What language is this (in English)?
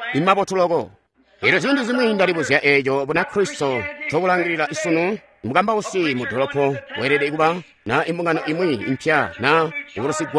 Tonga (Zambia)